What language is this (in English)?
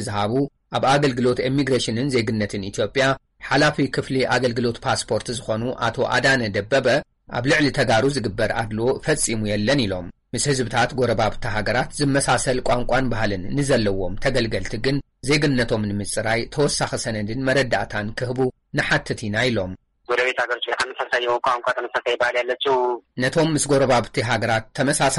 Tigrinya